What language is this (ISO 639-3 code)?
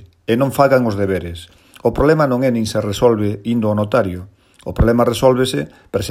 glg